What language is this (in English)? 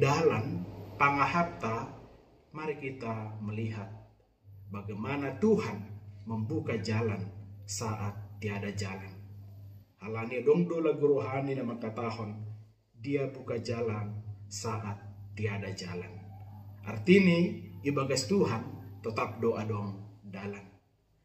Batak Simalungun